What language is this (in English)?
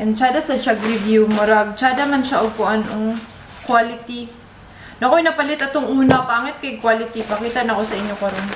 Cebuano